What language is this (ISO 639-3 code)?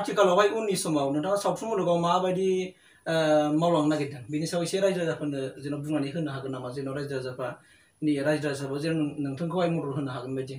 brx